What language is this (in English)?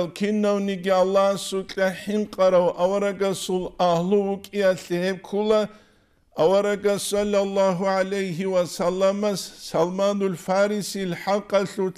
Avaric